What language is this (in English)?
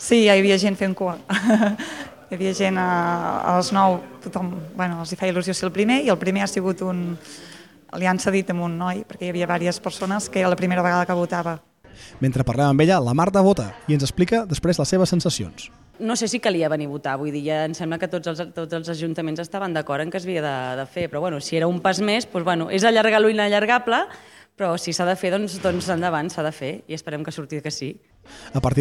Catalan